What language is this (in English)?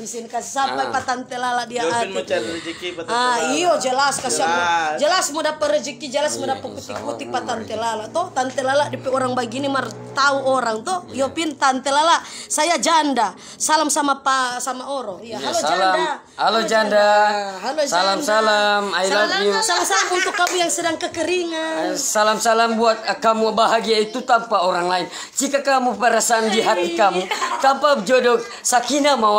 Manado Malay